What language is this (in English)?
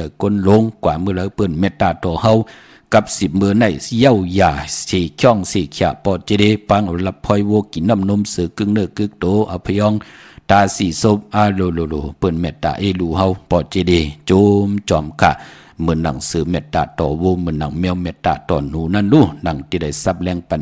Shan